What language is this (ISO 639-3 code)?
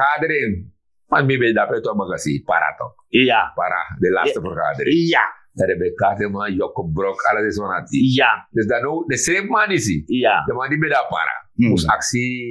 srn